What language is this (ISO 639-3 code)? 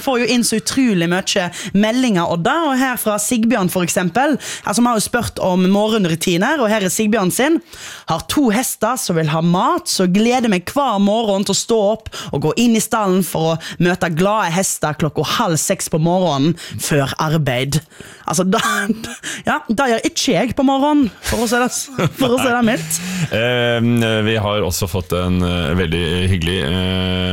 nor